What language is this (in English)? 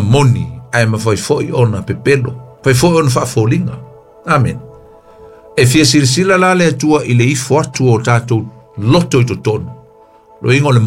Samoan